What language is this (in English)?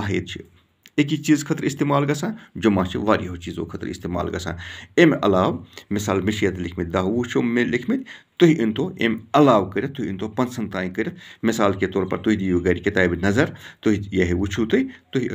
Kashmiri